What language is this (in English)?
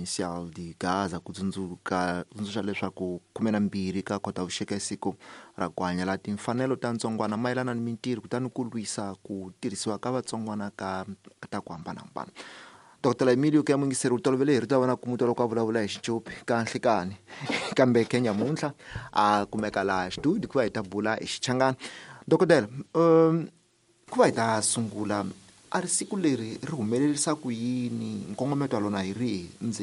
Tsonga